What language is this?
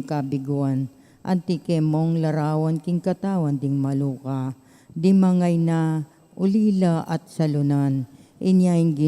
Pampanga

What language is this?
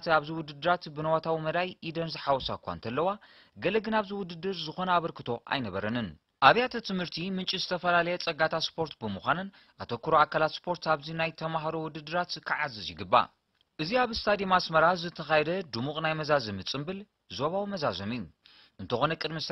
Tigrinya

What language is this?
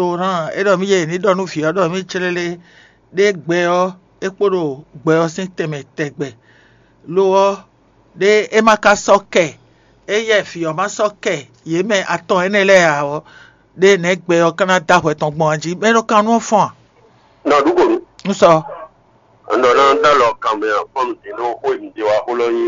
Fon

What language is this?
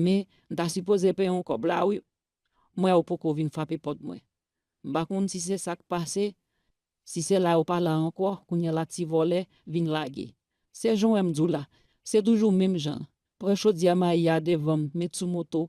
Haitian Creole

